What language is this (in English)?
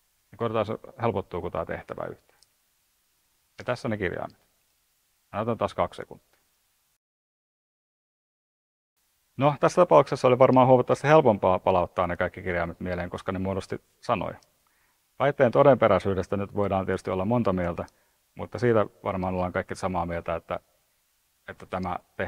Finnish